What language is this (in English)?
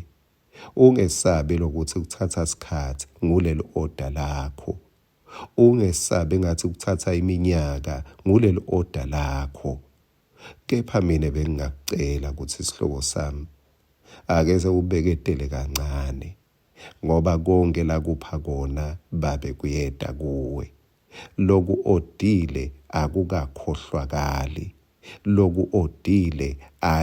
Swati